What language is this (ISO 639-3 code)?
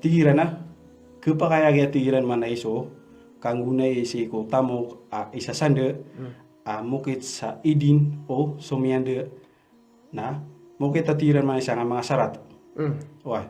mrw